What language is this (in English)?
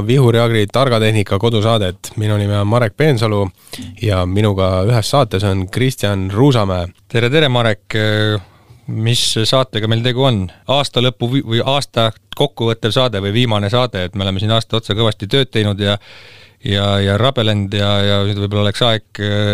Estonian